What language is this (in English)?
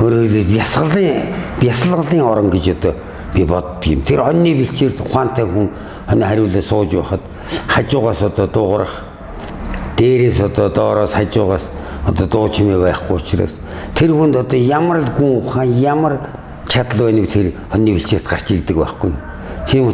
Mongolian